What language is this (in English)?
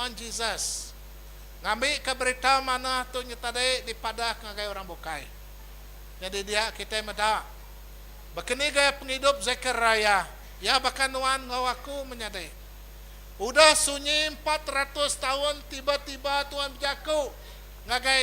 Iban